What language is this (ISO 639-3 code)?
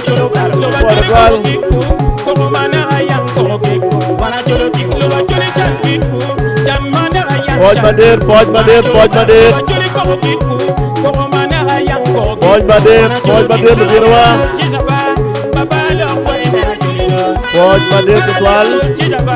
ach